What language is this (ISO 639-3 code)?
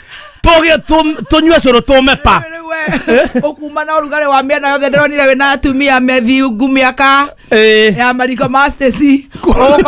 kik